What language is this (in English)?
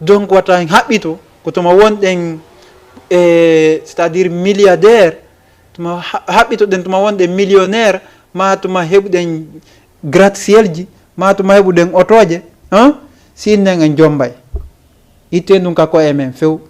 Fula